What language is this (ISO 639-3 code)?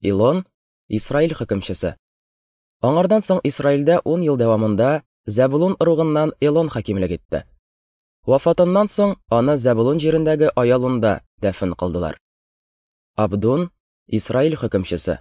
tat